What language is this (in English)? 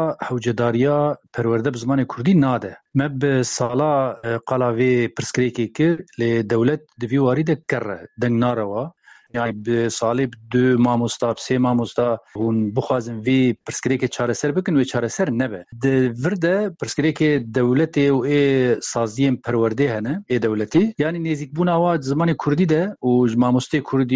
Kurdish